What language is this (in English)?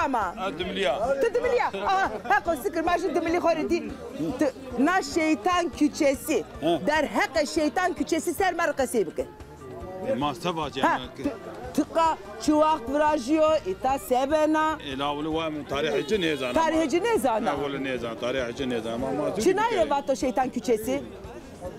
Zaza